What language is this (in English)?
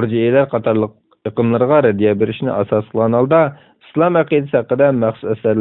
Uyghur